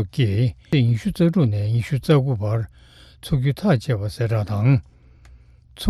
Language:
Tibetan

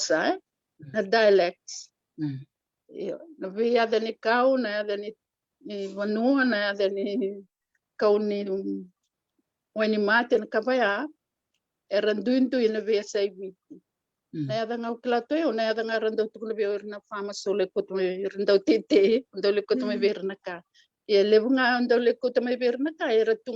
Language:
Fijian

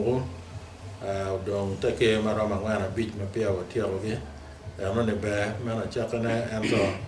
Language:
Acoli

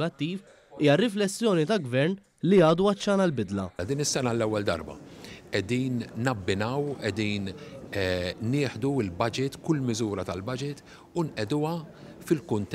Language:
Maltese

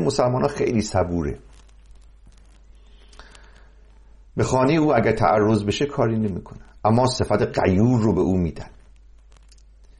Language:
Persian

